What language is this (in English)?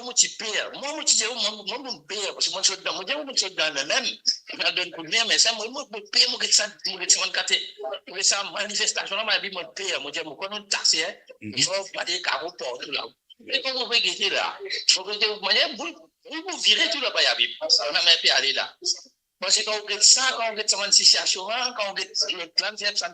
Morisyen